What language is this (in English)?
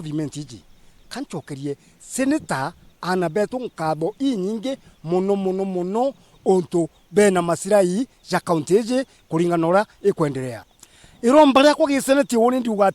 Meru